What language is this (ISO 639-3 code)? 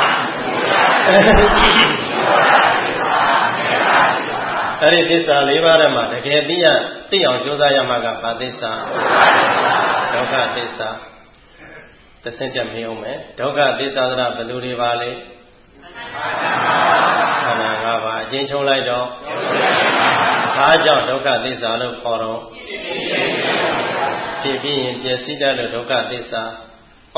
mya